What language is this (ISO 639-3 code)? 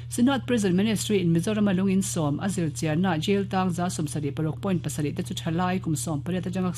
lus